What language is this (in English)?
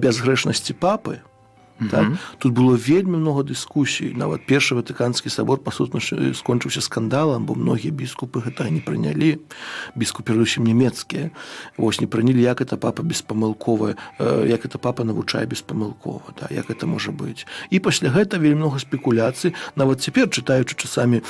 Belarusian